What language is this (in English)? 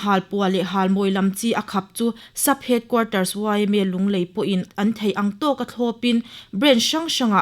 Mizo